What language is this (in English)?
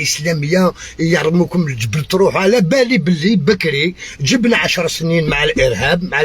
Algerian Arabic